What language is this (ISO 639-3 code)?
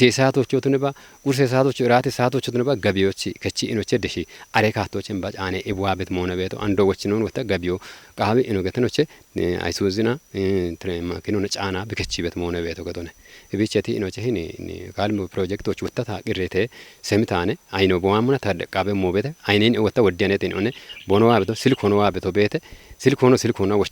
kbr